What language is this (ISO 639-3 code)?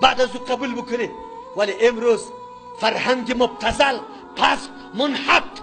fas